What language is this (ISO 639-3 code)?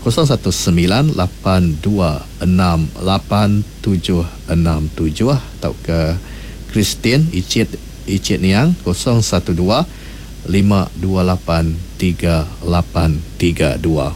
iba